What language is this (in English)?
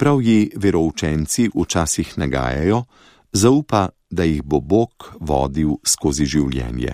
Slovenian